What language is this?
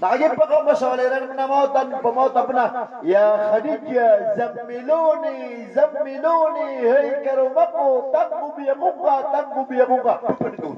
Maranao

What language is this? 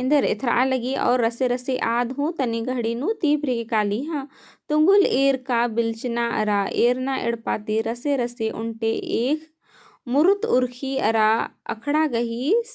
Kurukh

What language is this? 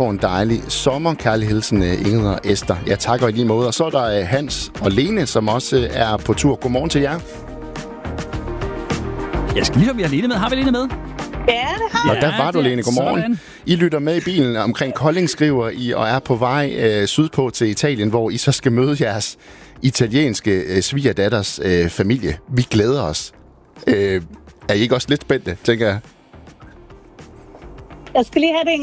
Danish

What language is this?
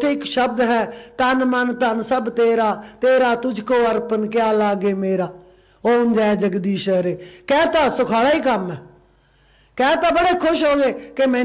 Punjabi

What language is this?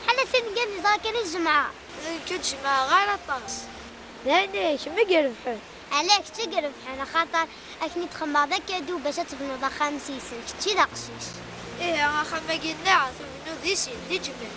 Kabyle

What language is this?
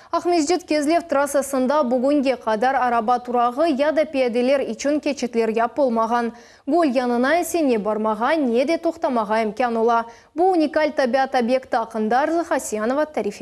Crimean Tatar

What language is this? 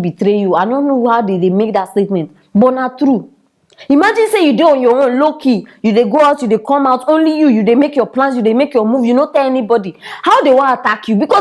Nigerian Pidgin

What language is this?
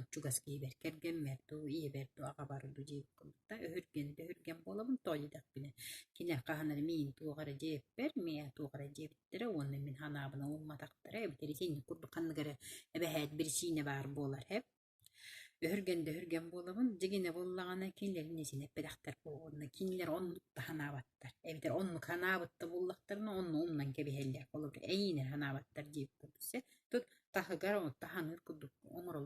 Yakut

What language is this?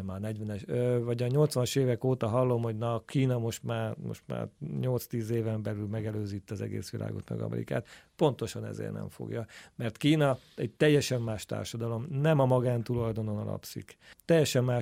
Hungarian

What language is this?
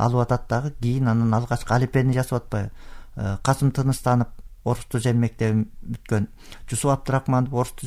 Kyrgyz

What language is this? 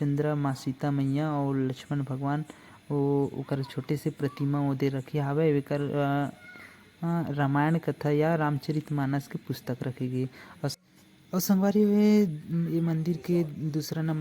Chhattisgarhi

